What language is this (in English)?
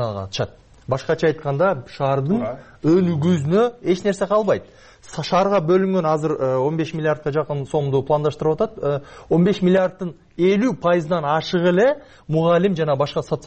Kyrgyz